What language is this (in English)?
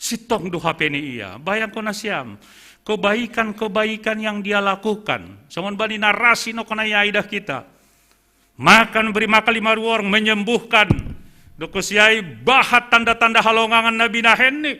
Batak Simalungun